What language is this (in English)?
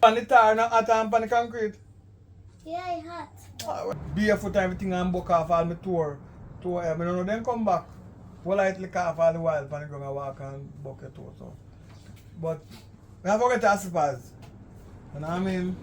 Jamaican Creole English